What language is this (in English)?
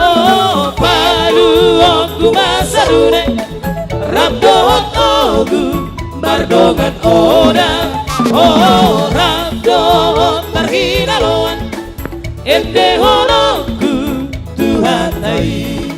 Batak Toba